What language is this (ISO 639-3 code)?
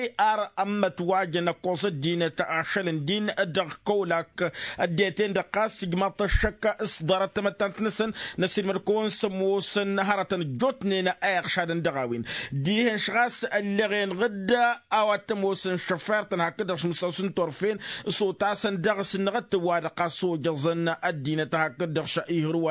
taq